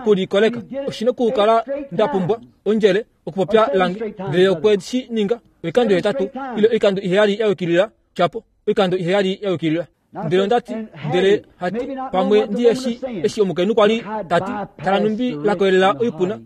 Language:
Kuanyama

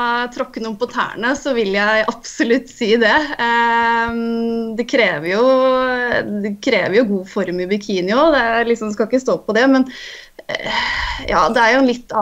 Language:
Norwegian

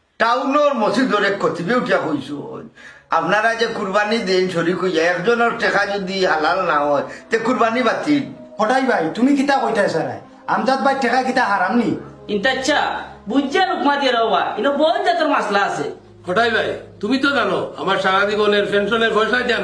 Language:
Sylheti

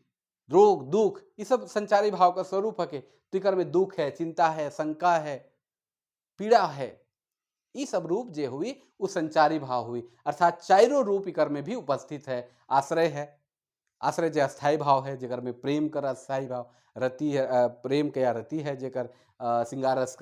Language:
Sadri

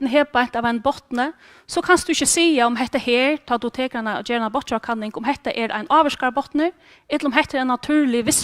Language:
Faroese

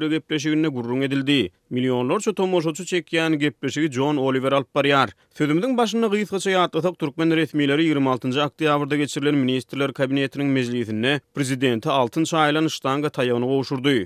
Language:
Turkmen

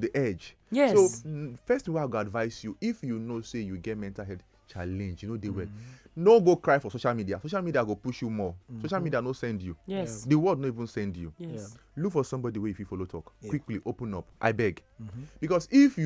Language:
Nigerian Pidgin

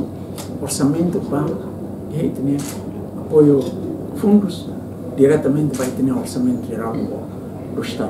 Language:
Tetum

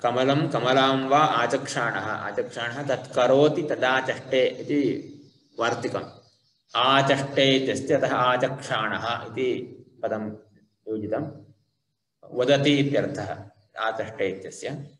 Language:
Sanskrit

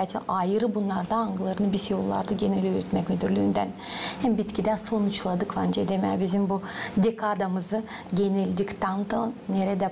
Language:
Gagauz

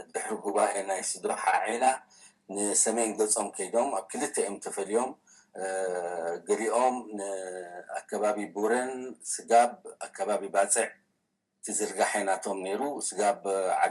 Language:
Tigrinya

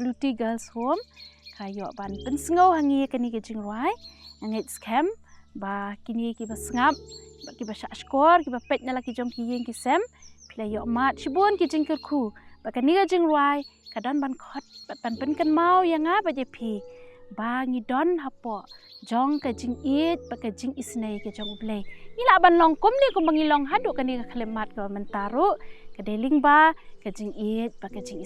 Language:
Khasi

